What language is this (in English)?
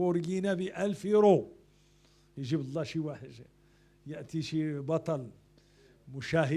Moroccan Arabic